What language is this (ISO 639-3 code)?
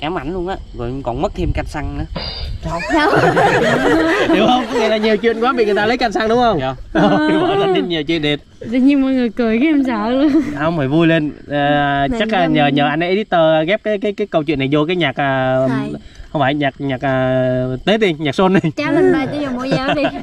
vie